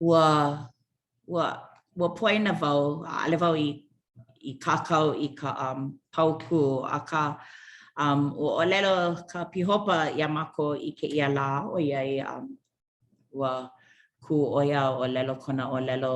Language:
Hawaiian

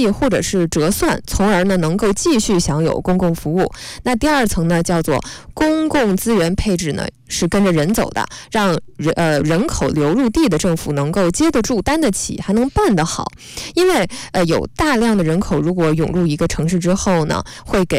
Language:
Chinese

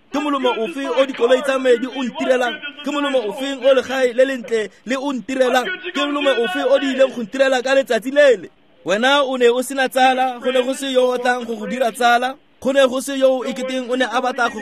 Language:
Tswana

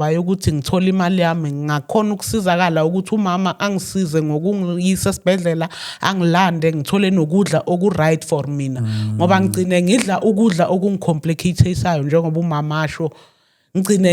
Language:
Zulu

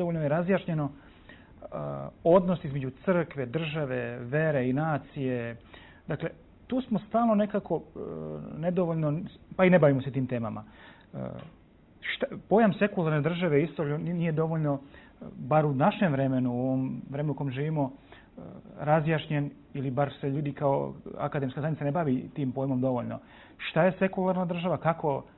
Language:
Serbian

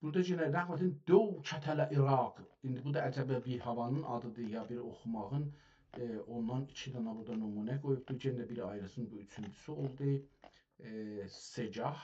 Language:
South Azerbaijani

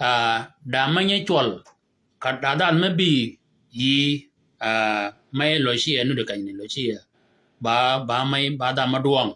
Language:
Shilluk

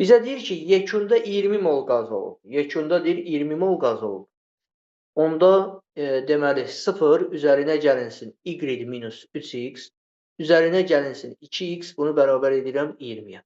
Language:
Azerbaijani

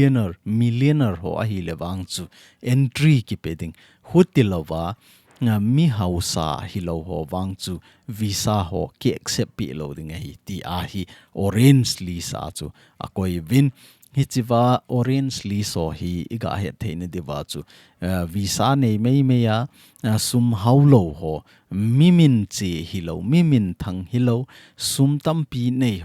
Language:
Thado Chin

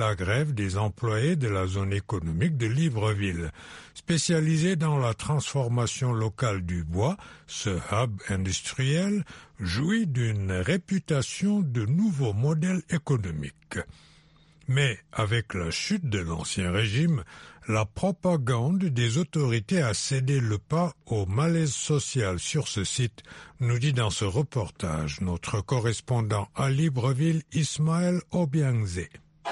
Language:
French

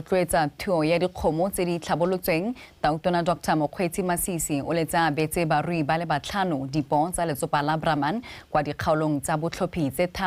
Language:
Tswana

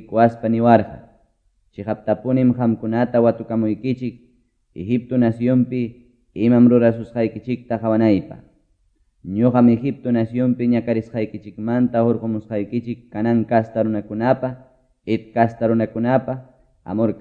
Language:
Quechua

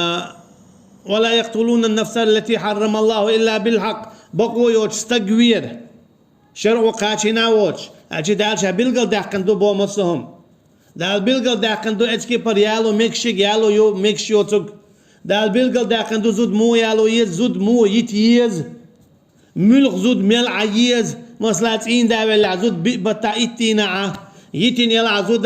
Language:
Chechen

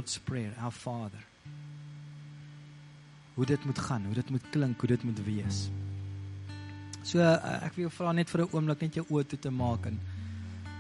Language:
Afrikaans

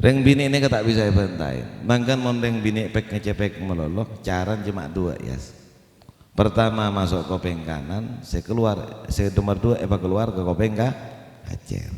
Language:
Madurese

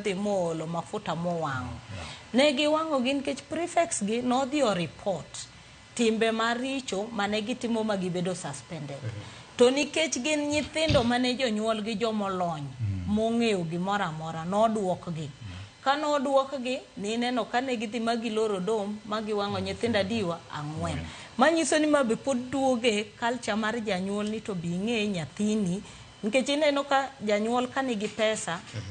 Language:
Luo (Kenya and Tanzania)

